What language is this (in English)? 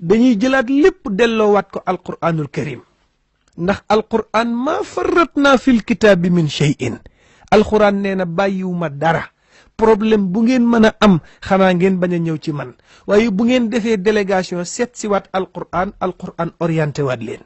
Wolof